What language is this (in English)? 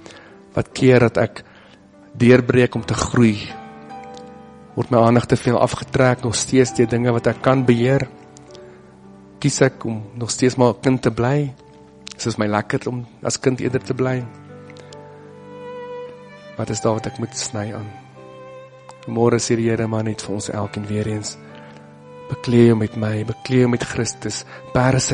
Afrikaans